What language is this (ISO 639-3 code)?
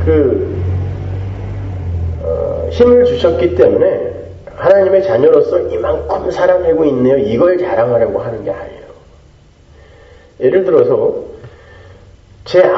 kor